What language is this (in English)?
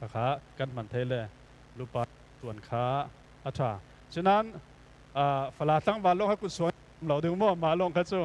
Falam Chin